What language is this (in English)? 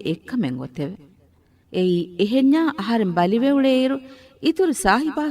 Divehi